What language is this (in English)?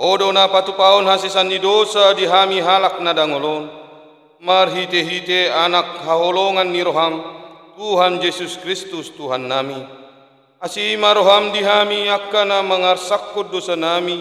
Batak Toba